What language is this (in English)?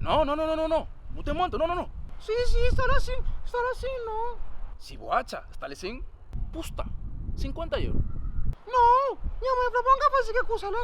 Kabuverdianu